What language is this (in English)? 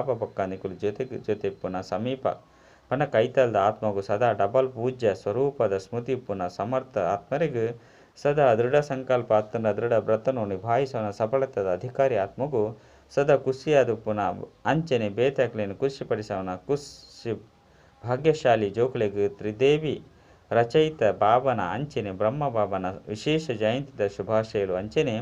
Tulu